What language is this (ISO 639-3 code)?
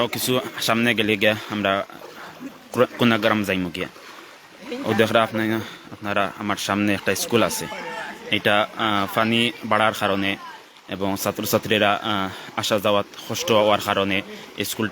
syl